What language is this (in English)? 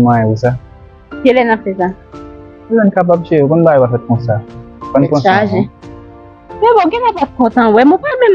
Haitian Creole